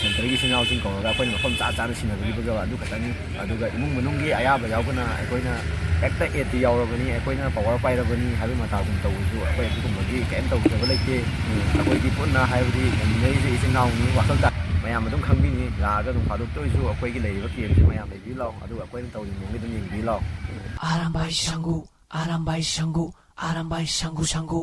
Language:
Manipuri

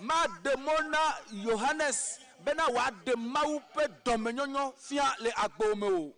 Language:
Ewe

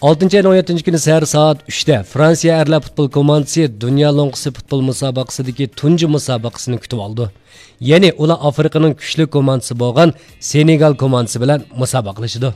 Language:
Uyghur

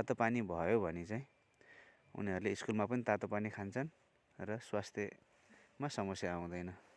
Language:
Nepali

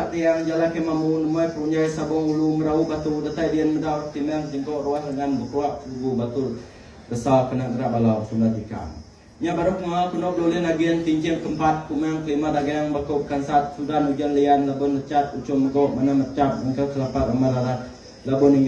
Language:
Iban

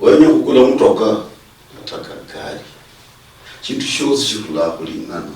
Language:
Luyia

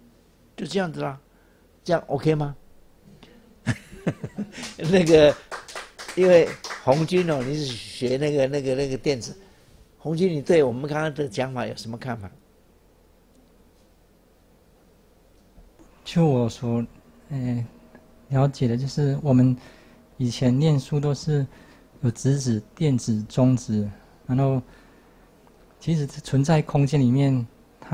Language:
Chinese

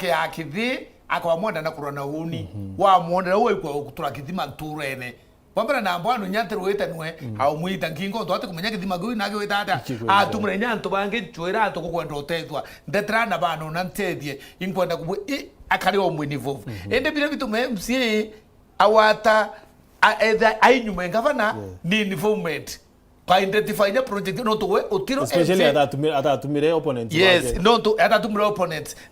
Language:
Meru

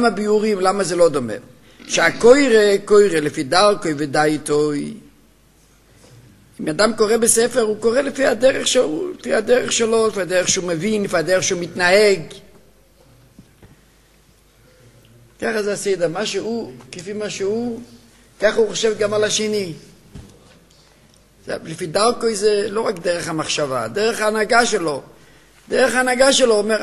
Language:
Hebrew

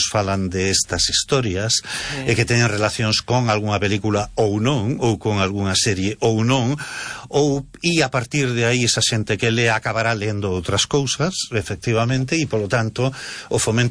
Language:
Galician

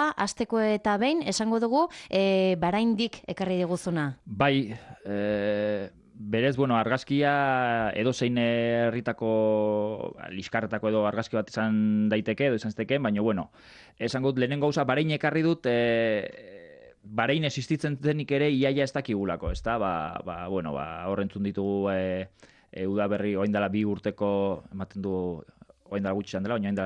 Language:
Basque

